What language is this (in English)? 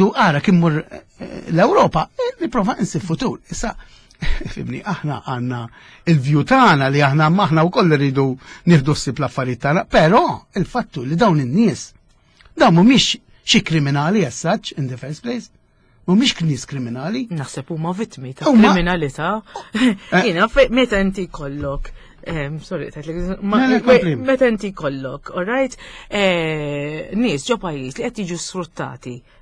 Maltese